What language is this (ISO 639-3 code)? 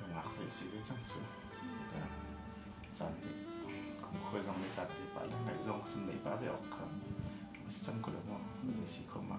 cnh